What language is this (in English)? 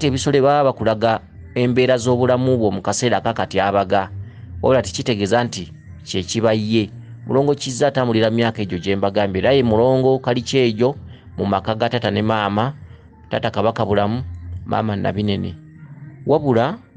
Ganda